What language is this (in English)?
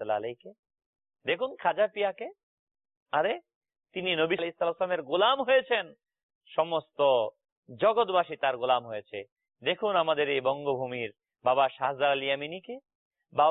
Bangla